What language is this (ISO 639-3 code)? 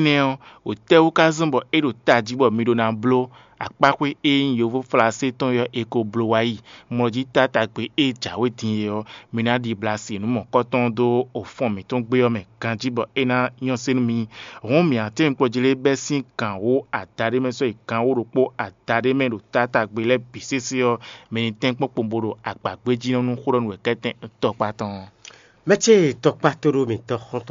fon